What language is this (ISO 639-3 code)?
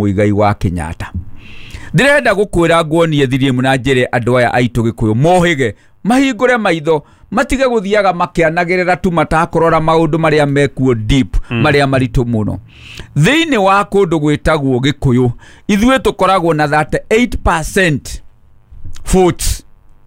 kik